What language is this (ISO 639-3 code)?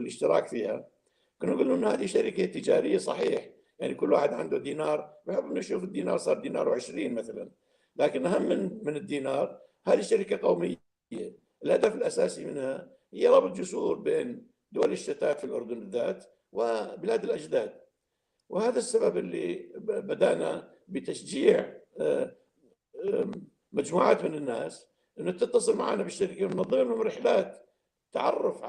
apc